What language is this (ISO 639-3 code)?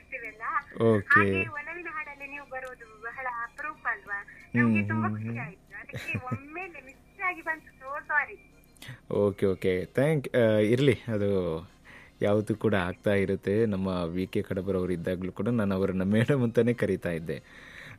kan